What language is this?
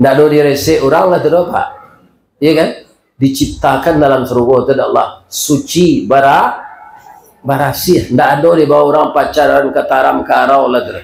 Minangkabau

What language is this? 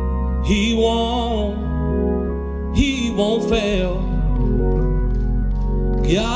English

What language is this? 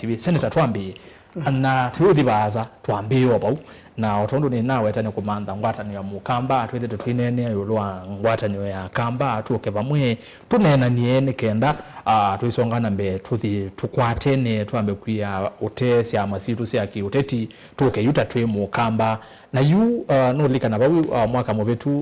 Kamba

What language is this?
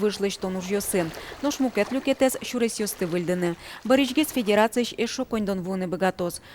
Udmurt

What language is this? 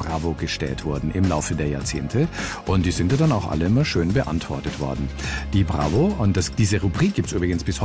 German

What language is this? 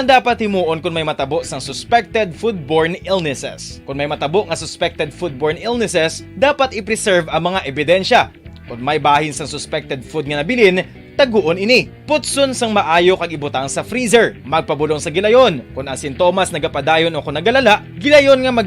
Hiligaynon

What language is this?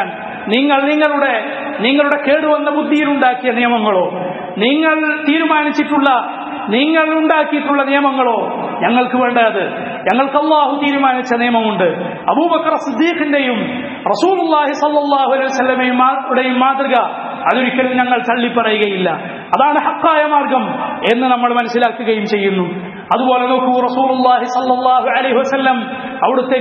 Malayalam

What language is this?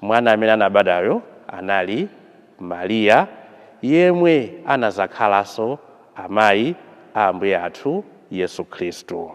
Nyanja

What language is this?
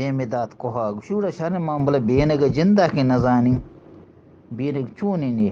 Eastern Balochi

